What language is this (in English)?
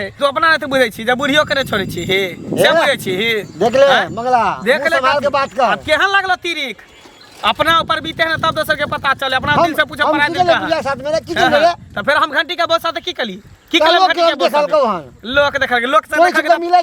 Maithili